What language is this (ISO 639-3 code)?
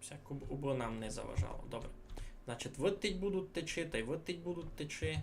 rue